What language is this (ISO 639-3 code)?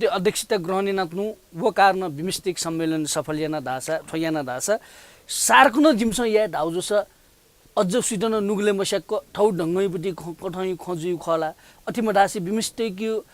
new